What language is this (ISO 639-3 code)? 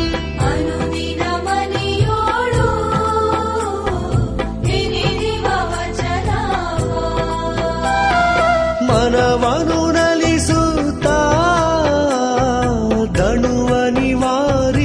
kan